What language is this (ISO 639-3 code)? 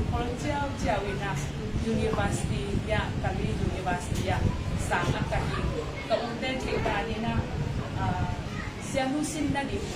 ctd